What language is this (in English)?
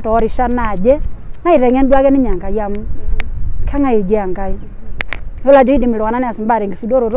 Masai